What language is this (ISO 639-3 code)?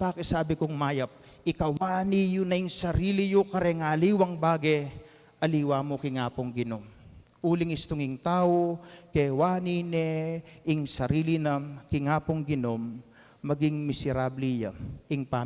pam